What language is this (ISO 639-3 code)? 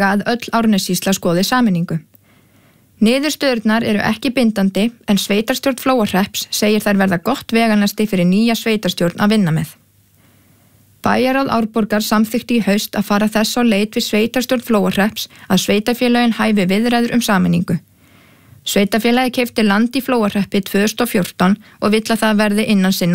isl